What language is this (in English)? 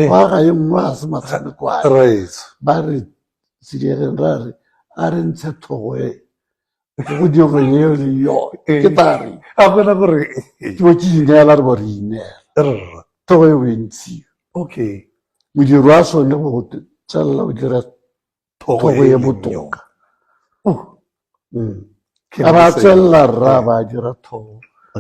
Tswana